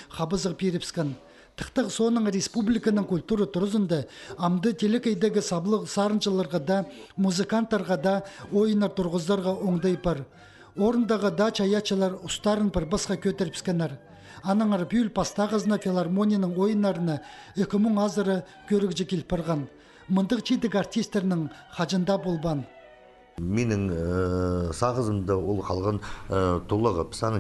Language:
Khakas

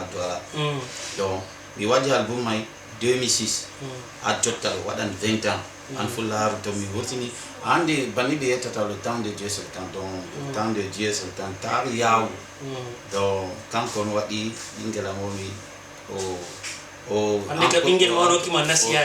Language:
Fula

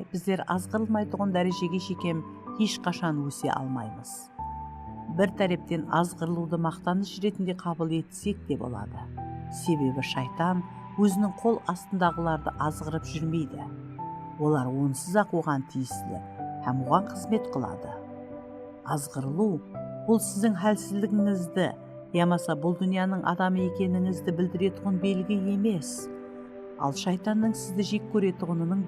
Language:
Kara-Kalpak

